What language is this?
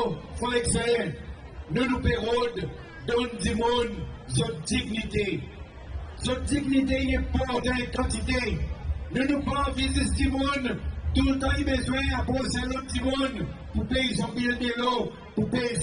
Seselwa Creole French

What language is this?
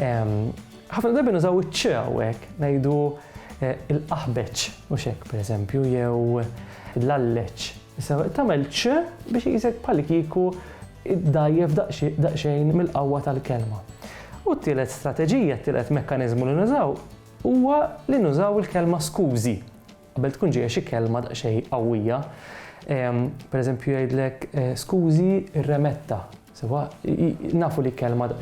Maltese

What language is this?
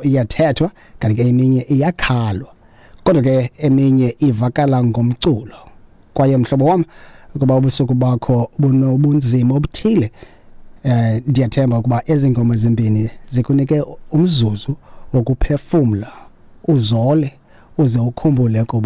Xhosa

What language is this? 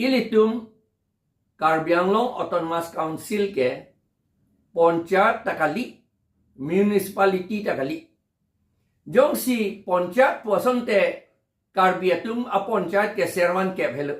Karbi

